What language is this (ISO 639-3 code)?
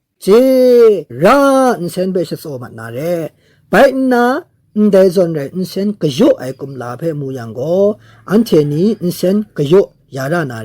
kac